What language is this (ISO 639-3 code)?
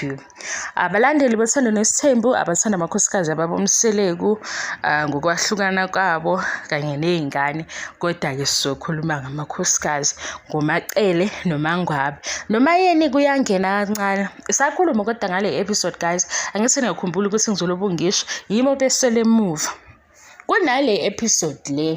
zul